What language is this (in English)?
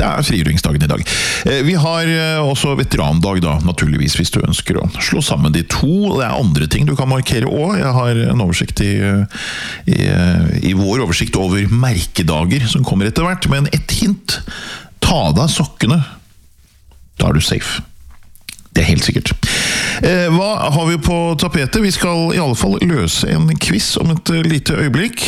Norwegian